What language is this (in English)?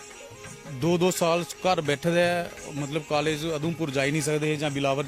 Dogri